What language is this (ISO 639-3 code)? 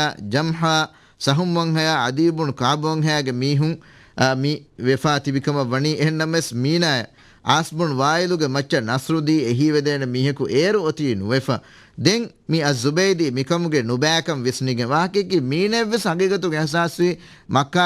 div